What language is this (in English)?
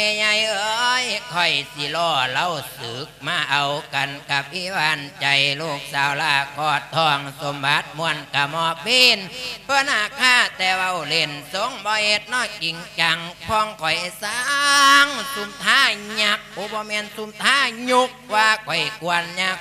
Lao